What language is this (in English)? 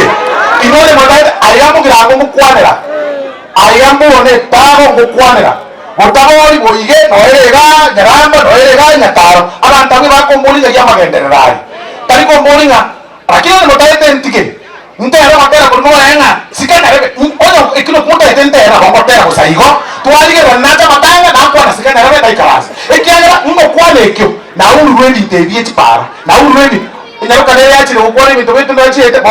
Gusii